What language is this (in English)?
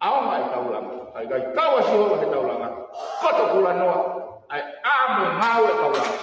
Tongan